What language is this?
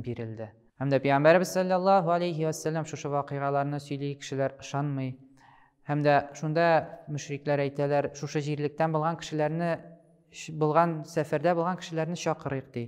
Tatar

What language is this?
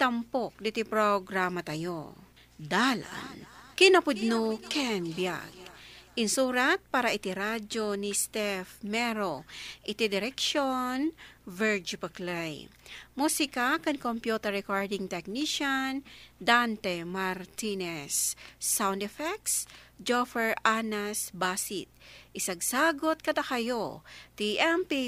Iloko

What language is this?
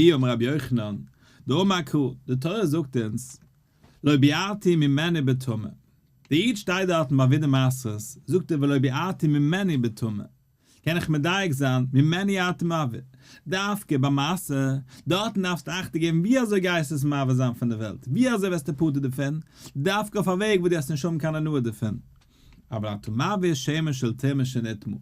Yiddish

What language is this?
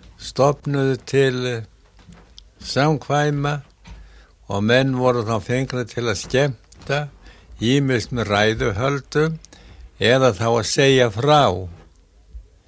Icelandic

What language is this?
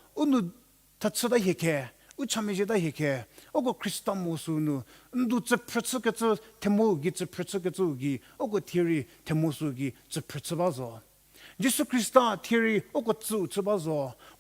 Angami Naga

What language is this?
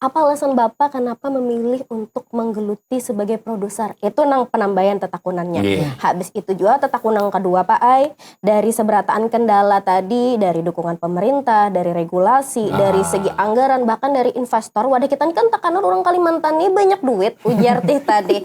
Banjar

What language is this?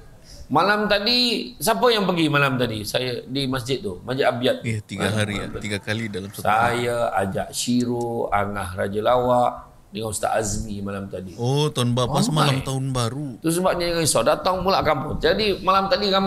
Malay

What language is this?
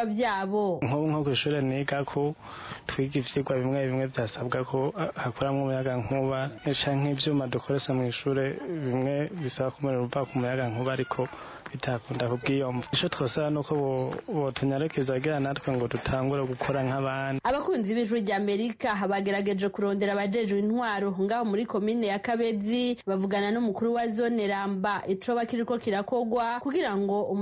Rundi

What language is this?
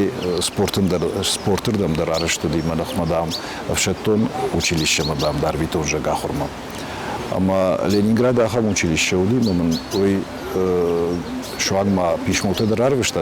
Ossetic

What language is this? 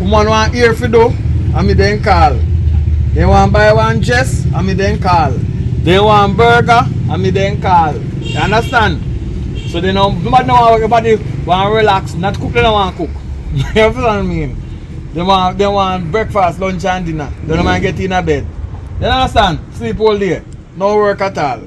Jamaican Creole English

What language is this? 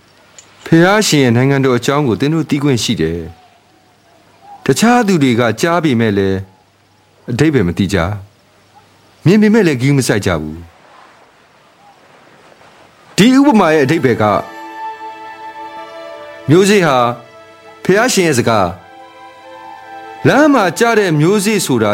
Burmese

